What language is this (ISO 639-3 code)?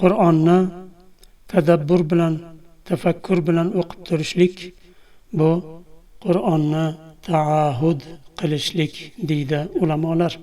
uzb